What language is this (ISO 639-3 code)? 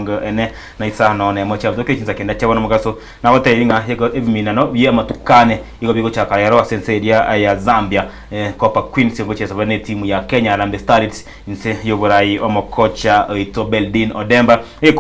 guz